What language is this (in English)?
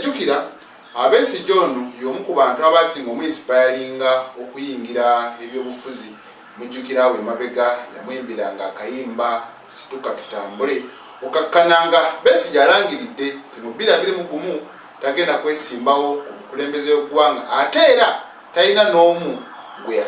Ganda